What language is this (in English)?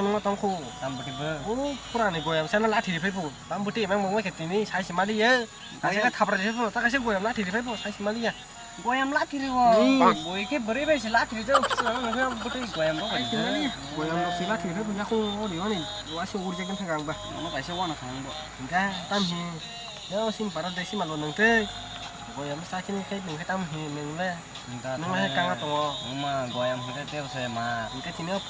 Kok Borok